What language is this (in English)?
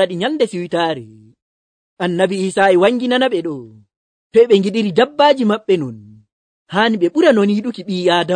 Nigerian Fulfulde